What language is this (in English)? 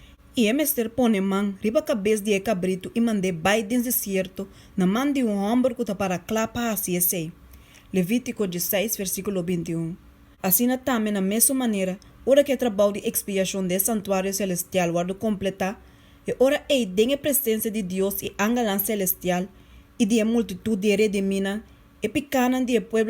Papiamento